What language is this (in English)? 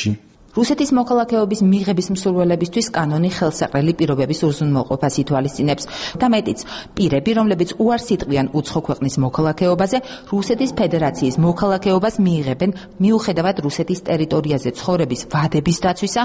Georgian